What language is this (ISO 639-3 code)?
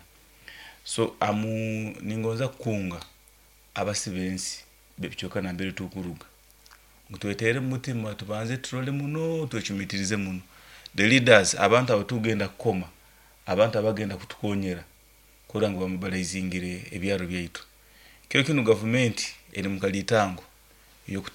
nyn